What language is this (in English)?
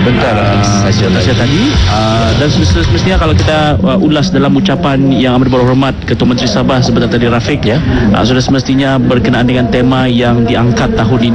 Malay